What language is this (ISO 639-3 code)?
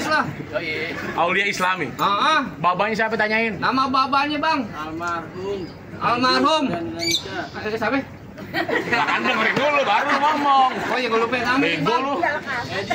bew